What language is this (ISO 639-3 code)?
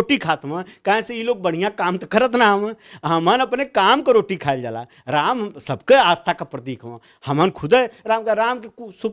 bho